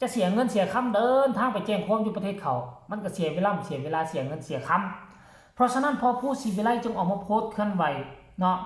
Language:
Northeastern Thai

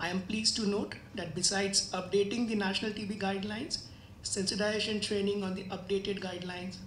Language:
Tetum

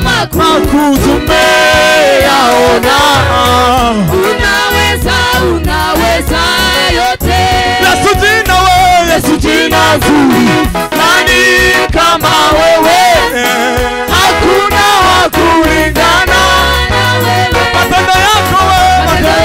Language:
Swahili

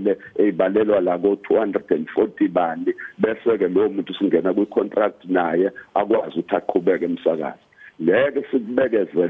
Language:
Zulu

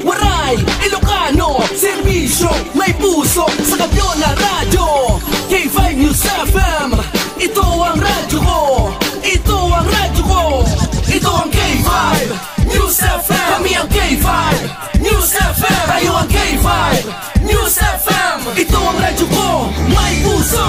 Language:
Hiligaynon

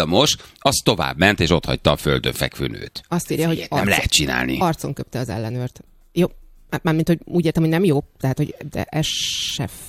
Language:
Hungarian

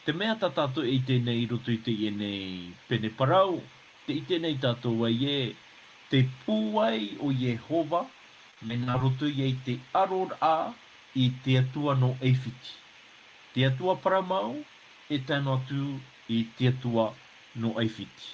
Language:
Tahitian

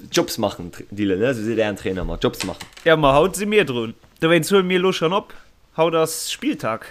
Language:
Luxembourgish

